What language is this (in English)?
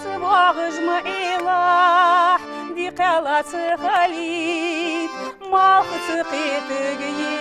Ingush